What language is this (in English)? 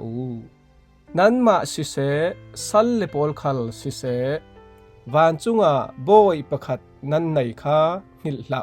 Falam Chin